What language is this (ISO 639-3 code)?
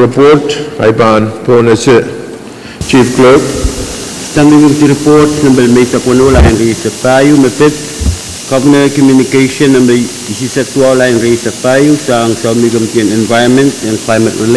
pon